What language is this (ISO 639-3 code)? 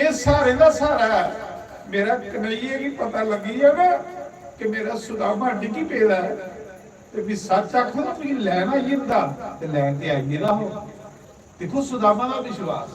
doi